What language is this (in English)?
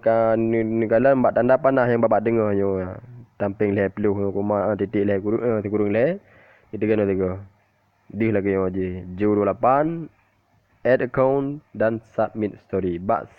Achinese